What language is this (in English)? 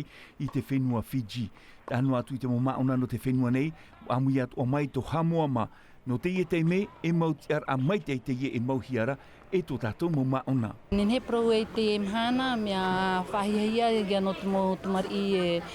Tahitian